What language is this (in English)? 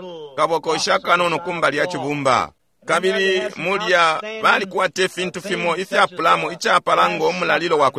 Bemba